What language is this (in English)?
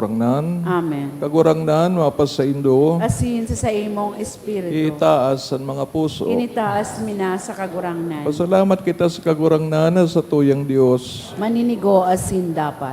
Bikol